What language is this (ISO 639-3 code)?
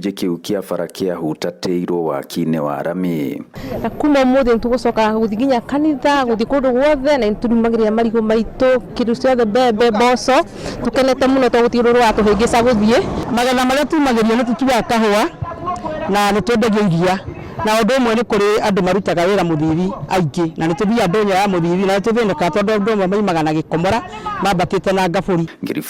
kik